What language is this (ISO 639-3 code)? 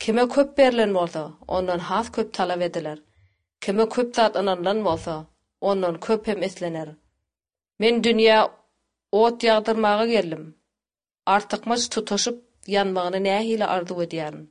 tuk